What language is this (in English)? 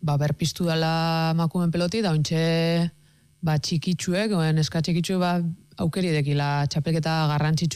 Basque